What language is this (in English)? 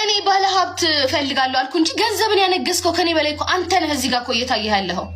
Amharic